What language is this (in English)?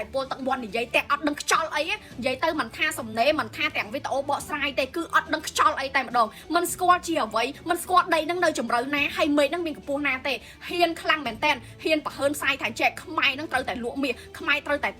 Khmer